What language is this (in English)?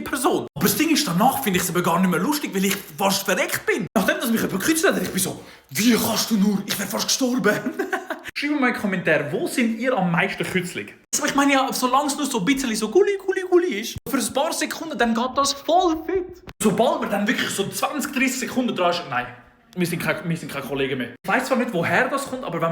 Swiss German